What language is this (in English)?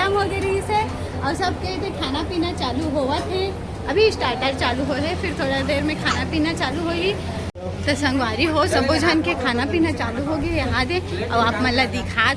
Chhattisgarhi